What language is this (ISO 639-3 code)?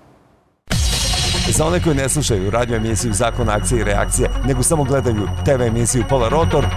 srp